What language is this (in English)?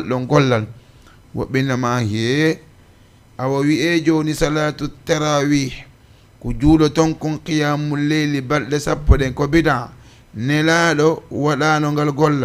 Fula